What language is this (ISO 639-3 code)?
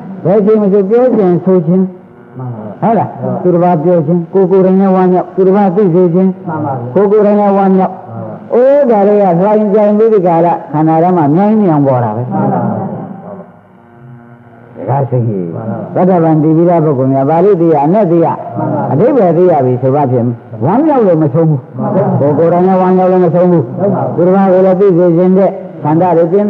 mya